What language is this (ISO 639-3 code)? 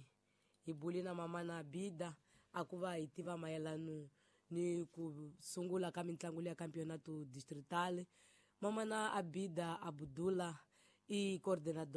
tso